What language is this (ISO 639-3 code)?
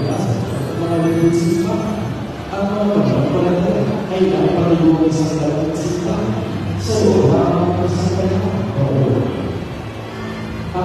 fil